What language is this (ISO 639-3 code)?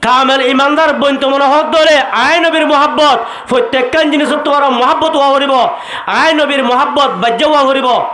rhg